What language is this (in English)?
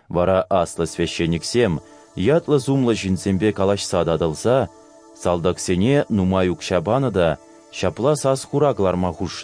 Chuvash